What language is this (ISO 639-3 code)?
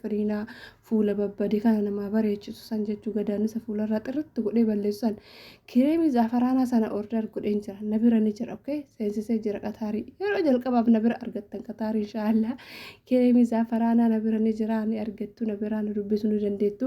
orm